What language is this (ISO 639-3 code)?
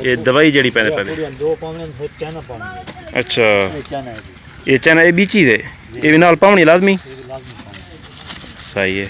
skr